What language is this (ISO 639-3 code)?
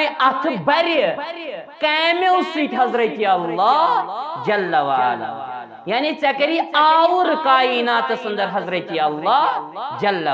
kas